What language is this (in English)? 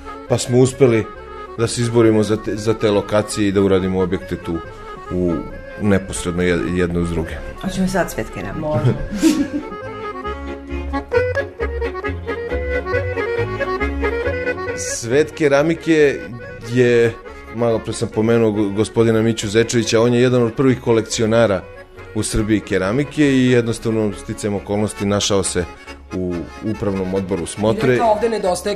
Serbian